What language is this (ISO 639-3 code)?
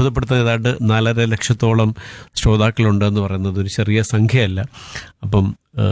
mal